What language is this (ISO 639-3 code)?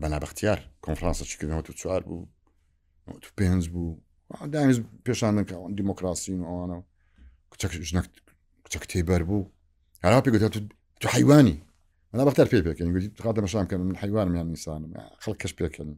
ckb